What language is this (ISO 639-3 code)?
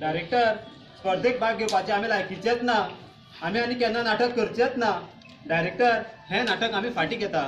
kok